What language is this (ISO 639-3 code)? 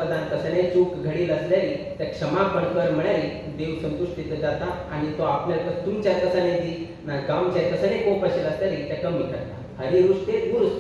kok